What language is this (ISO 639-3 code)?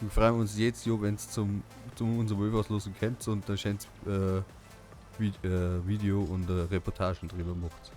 bar